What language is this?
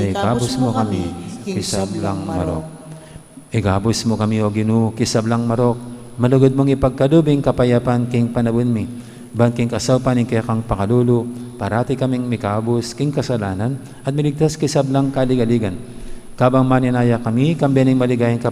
Pampanga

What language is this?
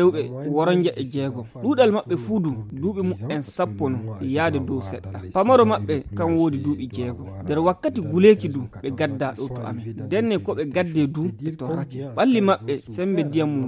Fula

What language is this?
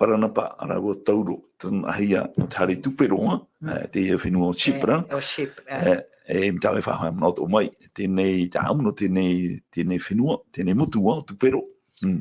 Tahitian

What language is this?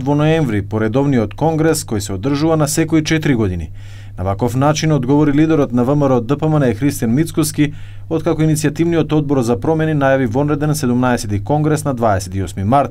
Macedonian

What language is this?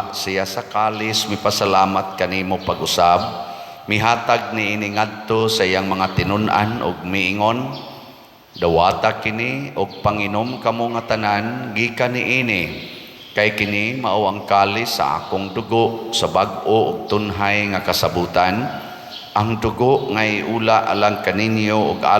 Cebuano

